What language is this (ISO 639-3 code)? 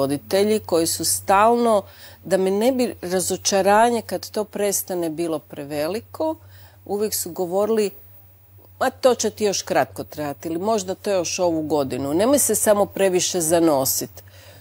hrv